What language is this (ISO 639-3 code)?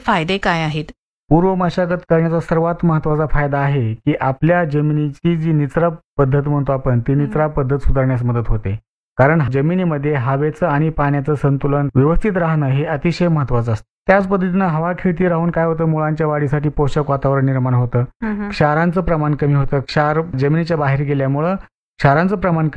mar